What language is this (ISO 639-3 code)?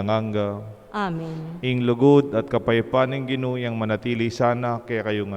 pam